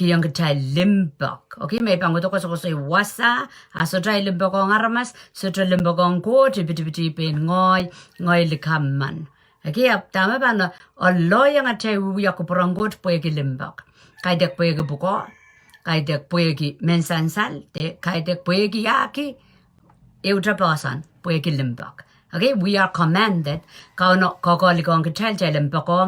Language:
Pohnpeian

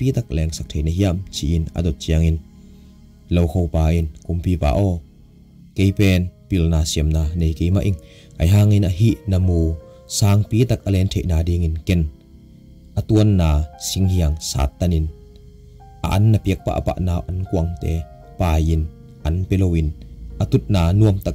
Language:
Tedim Chin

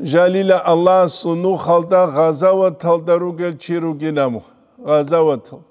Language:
Avaric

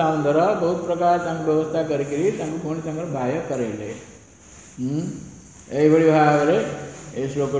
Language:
Odia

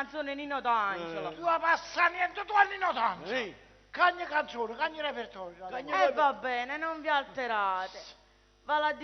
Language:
Neapolitan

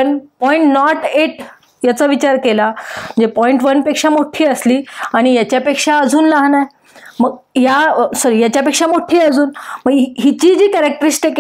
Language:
Marathi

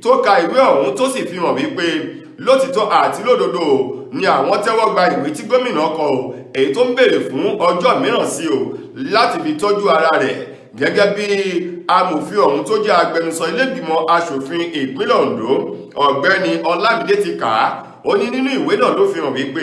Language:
Yoruba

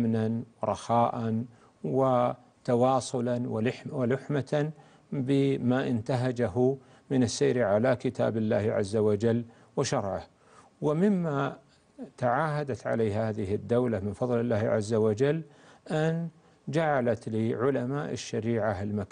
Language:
Arabic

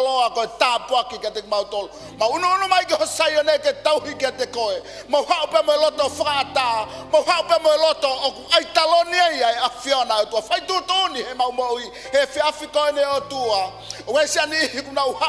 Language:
Tongan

